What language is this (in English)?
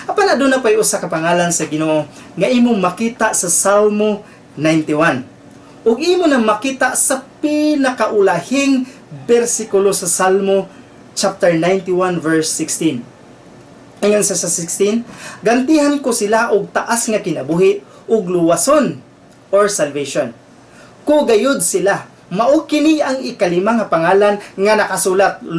Cebuano